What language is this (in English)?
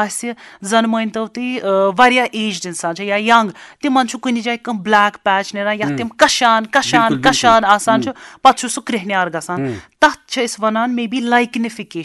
Kashmiri